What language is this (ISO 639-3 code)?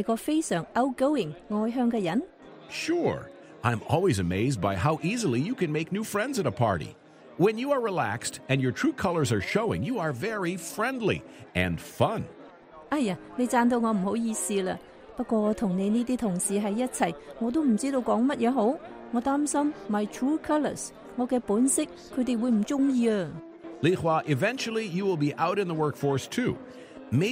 yue